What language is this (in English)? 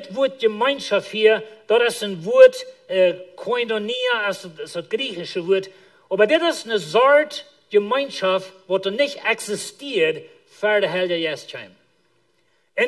Plautdietsch